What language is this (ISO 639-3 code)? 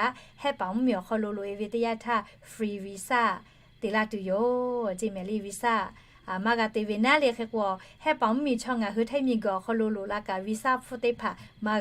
lhu